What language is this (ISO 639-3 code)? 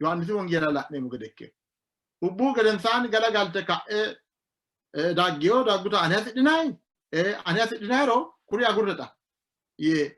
sid